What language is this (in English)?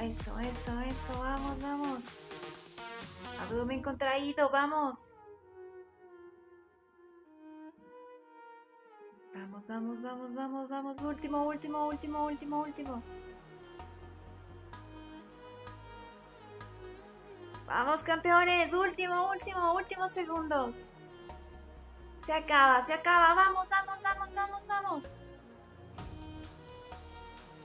Spanish